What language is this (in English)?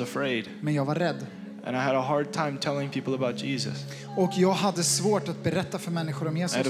Swedish